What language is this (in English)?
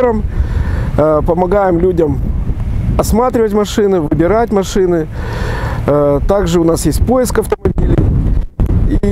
Russian